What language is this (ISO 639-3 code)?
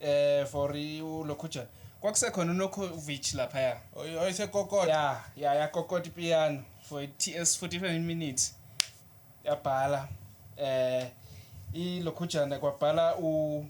zul